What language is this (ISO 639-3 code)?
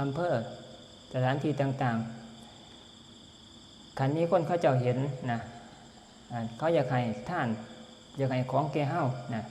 tts